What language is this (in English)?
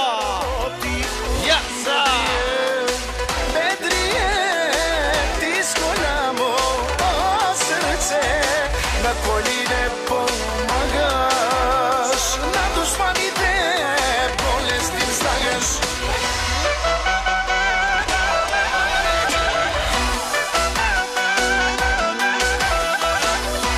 Bulgarian